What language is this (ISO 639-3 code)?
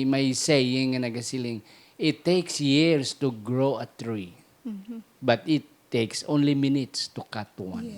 hil